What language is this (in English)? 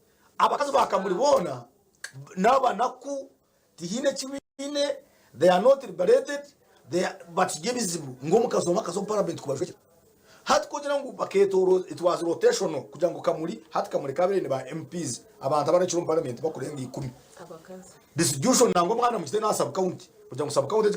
Nyankole